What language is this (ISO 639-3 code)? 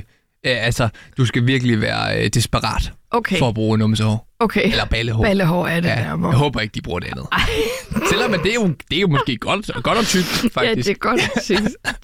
dan